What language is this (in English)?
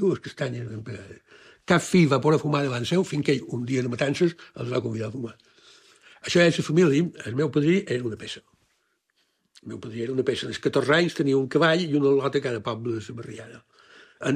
Catalan